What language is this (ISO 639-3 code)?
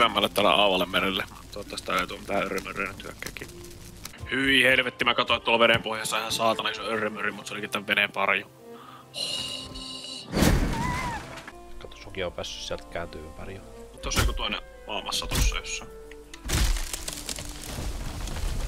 fin